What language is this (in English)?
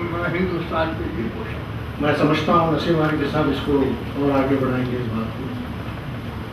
Urdu